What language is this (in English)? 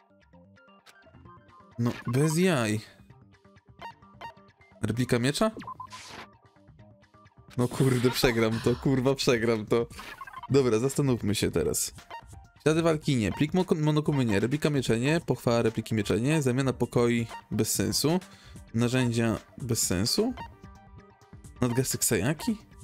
Polish